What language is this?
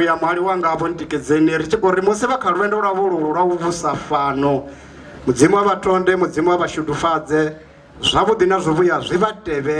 Venda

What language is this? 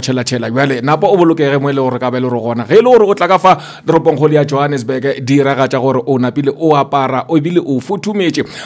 Northern Sotho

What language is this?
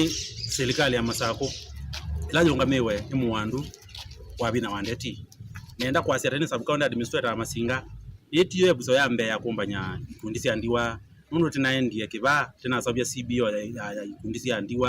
Kamba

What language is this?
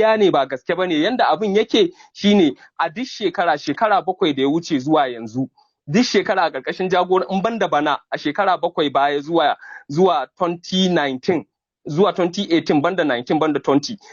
Hausa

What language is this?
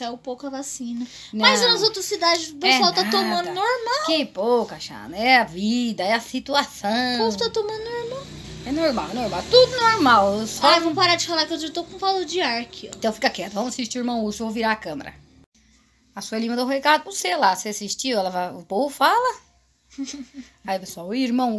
Portuguese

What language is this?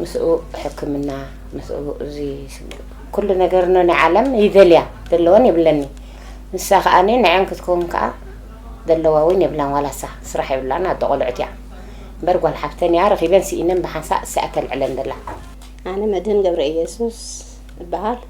Tigrinya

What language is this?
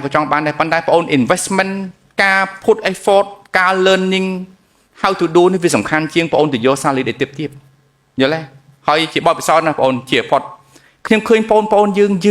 Khmer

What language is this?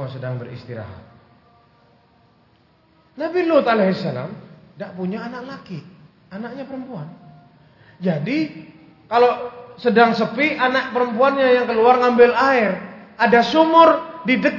Indonesian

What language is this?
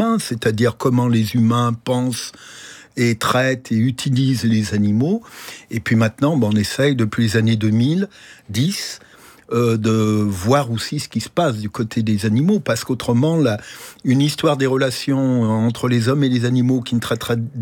French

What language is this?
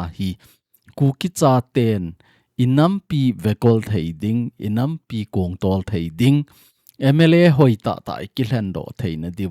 Thado Chin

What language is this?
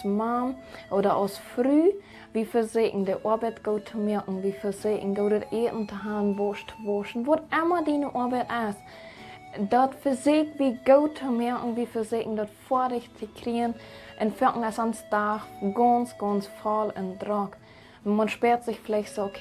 Plautdietsch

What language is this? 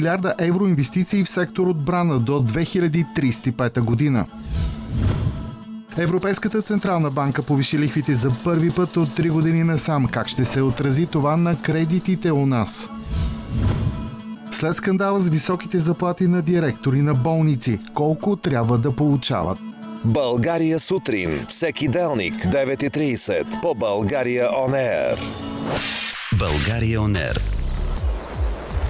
Bulgarian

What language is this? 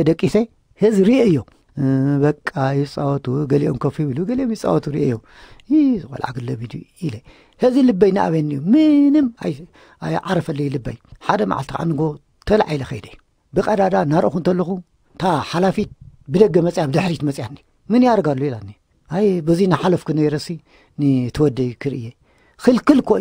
Tigrinya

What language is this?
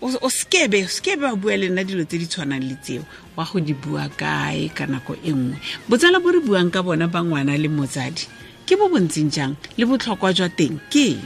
Tswana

